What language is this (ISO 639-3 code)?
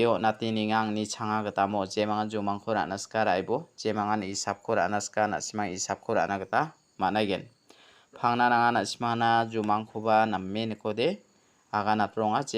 grt